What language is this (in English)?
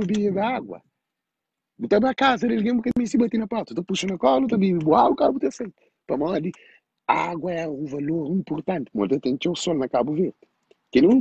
Kabuverdianu